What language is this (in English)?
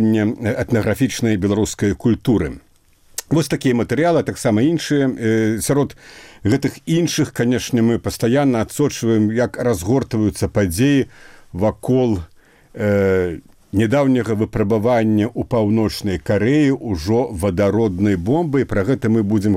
Belarusian